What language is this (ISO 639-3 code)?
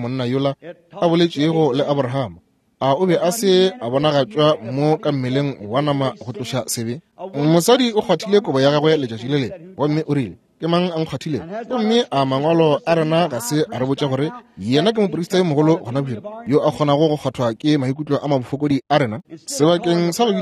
nso